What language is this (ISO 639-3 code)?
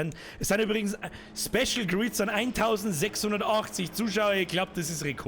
bar